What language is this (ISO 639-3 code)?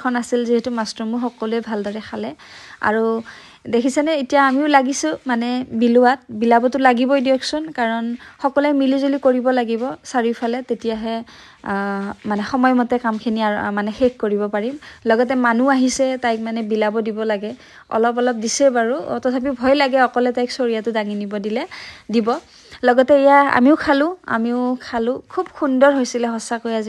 asm